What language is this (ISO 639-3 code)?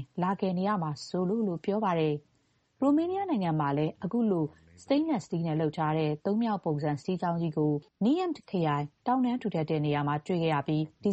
mya